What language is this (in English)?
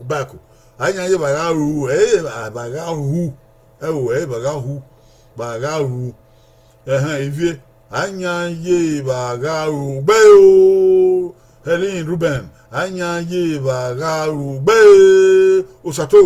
Bini